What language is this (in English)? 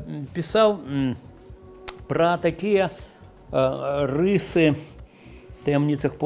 Belarusian